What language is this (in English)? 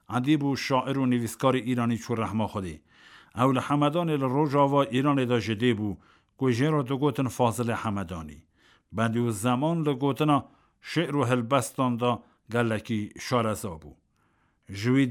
Kurdish